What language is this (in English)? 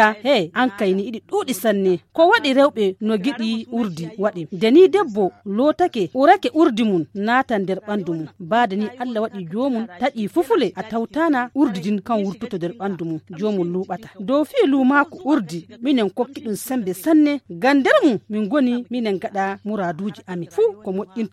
Nigerian Fulfulde